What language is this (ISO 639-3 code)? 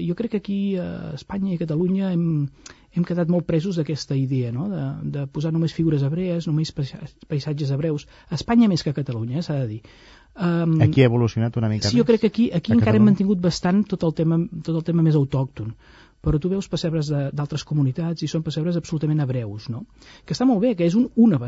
cat